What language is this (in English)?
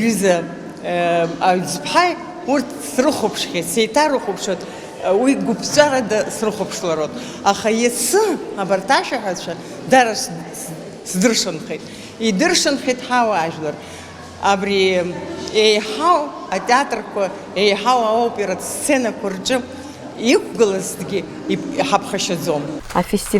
Abkhazian